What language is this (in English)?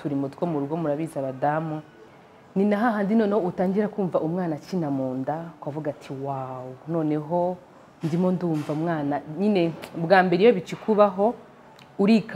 Kinyarwanda